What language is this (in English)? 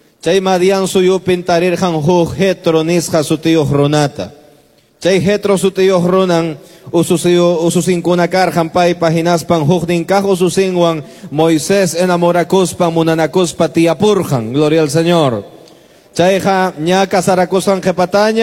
Quechua